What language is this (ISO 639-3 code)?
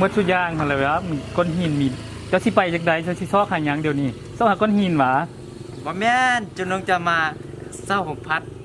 lao